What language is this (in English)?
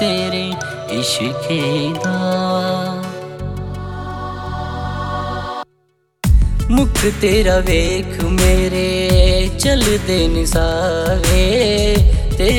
Punjabi